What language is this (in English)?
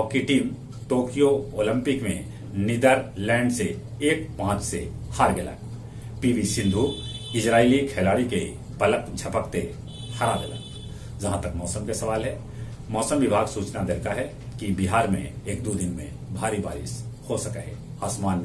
Magahi